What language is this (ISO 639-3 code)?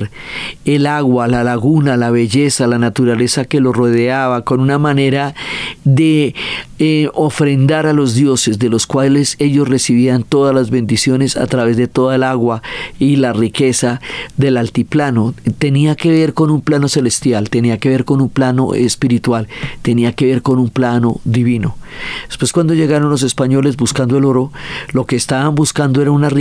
spa